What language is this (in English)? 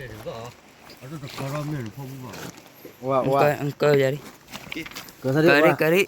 S'gaw Karen